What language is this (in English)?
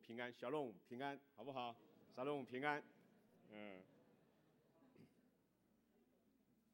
Chinese